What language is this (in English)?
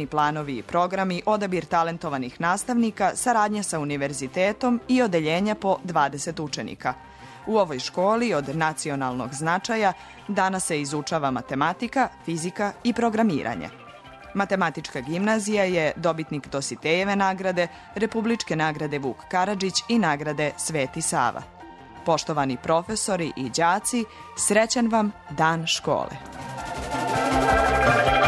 Serbian